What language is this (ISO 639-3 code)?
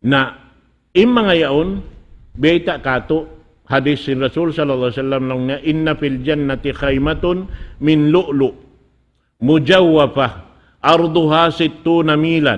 tsg